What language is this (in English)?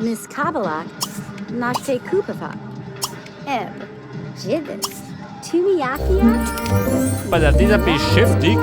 Bavarian